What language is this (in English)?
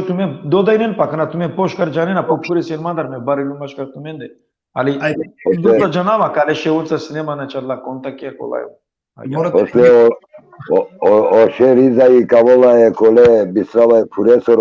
Balkan Romani